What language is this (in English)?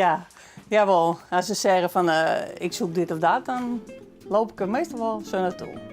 Western Frisian